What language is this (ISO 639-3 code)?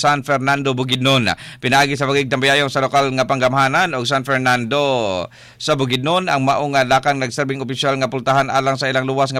ceb